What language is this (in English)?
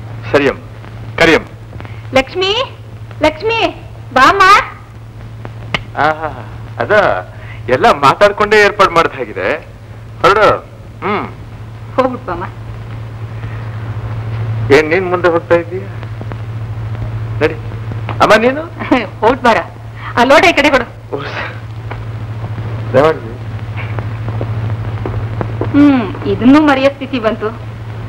Kannada